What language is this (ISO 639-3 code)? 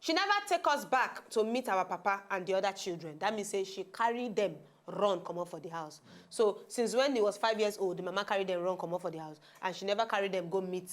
pcm